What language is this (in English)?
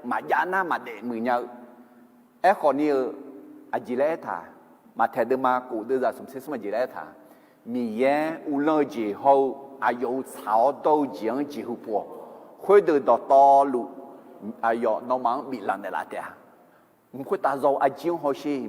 Akha